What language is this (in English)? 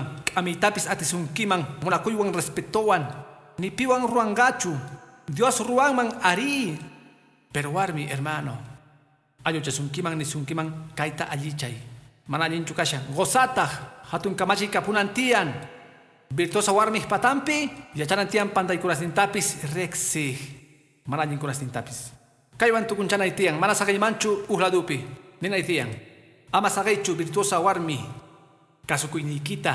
Quechua